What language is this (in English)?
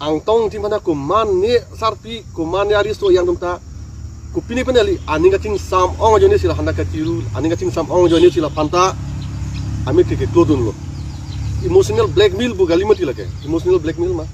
Karbi